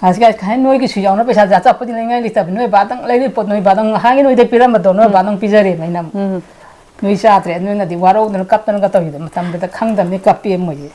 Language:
Manipuri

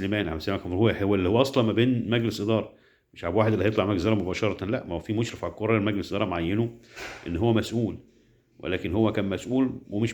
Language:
Egyptian Arabic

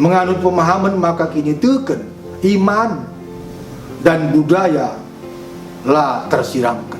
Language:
Batak Karo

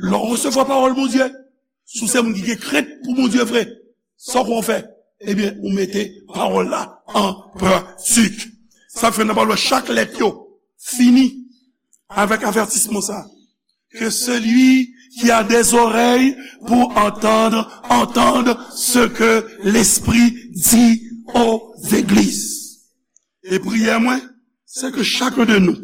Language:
Haitian Creole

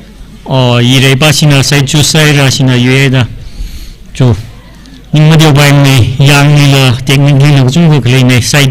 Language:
Tangkhul Naga (India)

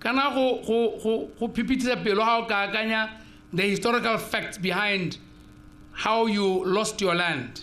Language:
Tswana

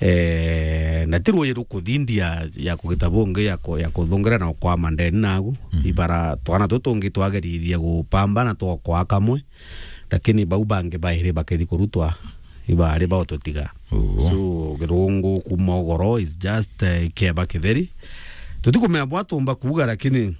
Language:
Meru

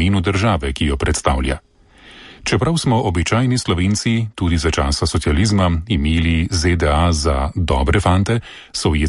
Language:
Slovenian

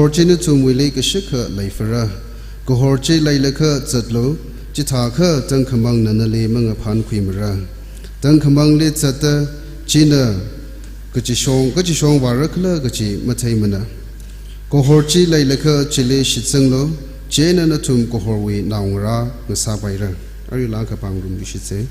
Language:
Tangkhul Naga (India)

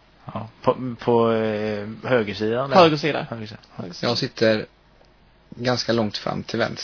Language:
Swedish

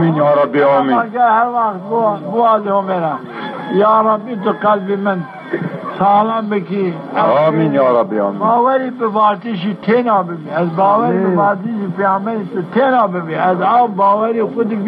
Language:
Zaza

